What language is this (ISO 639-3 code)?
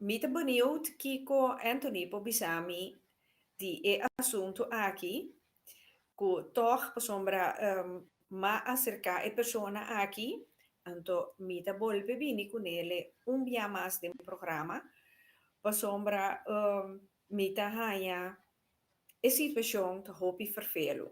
pap